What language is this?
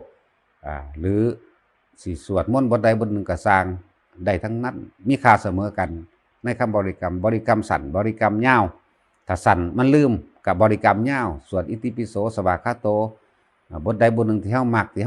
Northeastern Thai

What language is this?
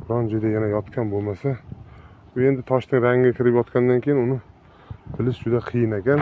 Uzbek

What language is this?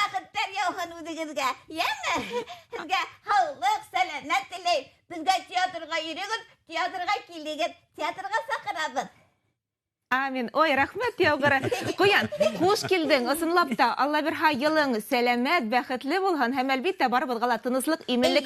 Bashkir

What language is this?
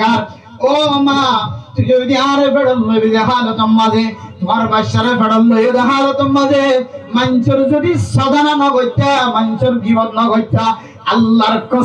Rohingya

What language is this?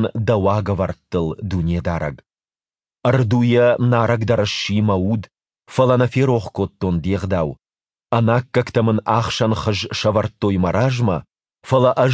Ossetic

